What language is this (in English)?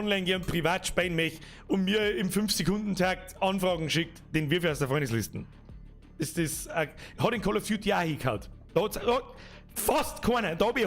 Bavarian